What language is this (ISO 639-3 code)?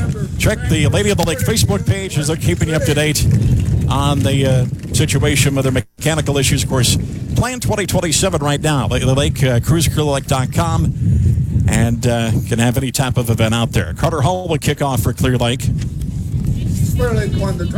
eng